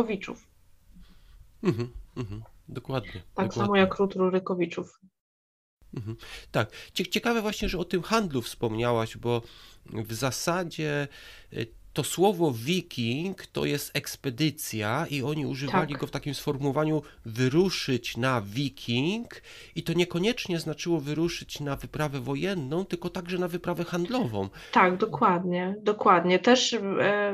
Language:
Polish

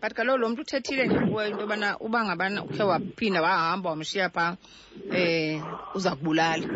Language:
Xhosa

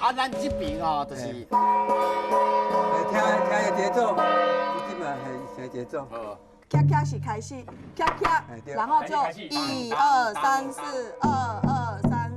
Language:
Min Nan Chinese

